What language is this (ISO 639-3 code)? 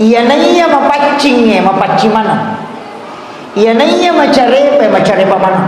bug